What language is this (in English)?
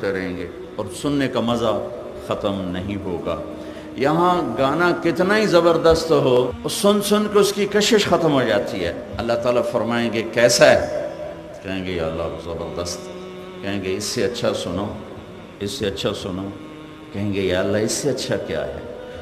Urdu